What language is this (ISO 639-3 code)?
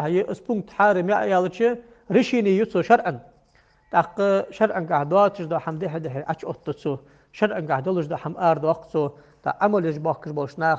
inh